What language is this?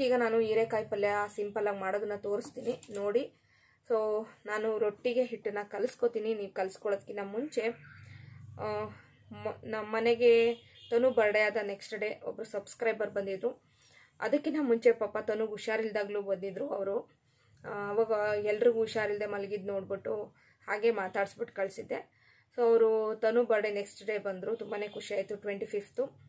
Kannada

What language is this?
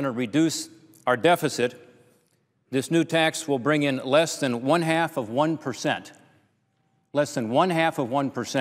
English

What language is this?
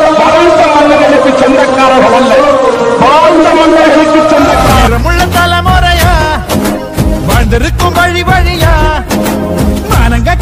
Tamil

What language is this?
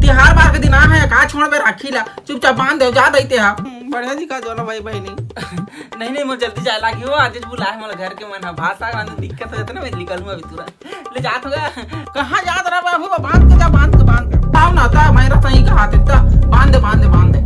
Chhattisgarhi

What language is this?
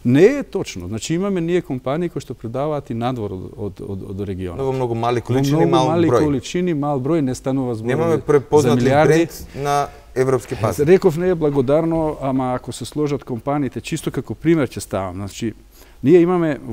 Macedonian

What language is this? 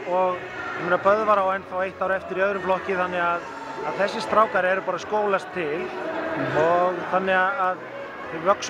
Icelandic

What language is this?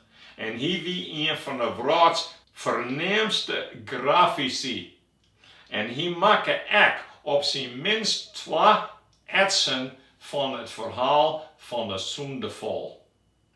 Western Frisian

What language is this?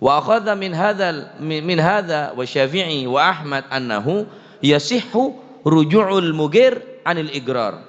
Madurese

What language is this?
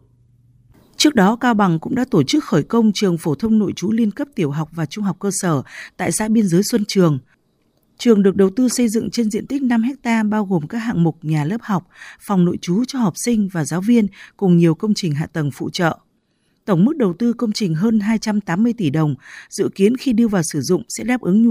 Vietnamese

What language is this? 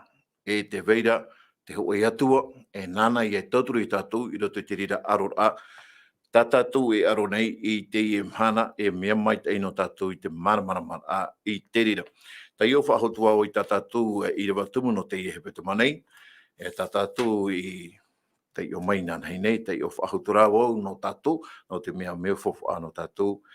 Tahitian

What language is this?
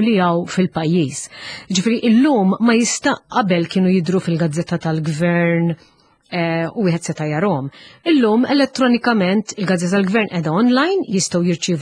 Maltese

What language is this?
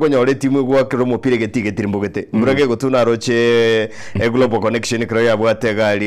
Gusii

